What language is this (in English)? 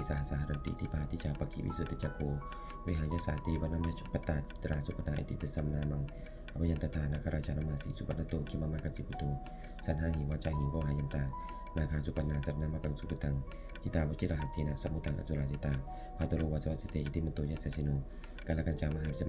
Pali